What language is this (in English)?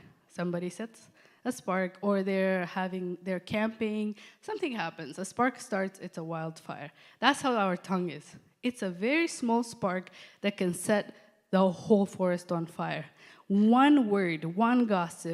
English